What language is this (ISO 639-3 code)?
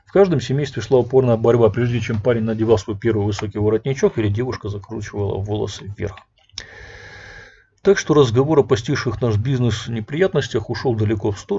rus